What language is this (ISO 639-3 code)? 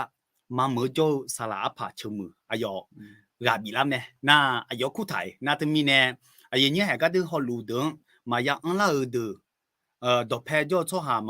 ahk